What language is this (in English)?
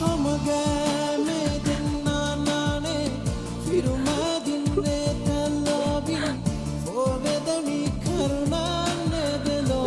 Divehi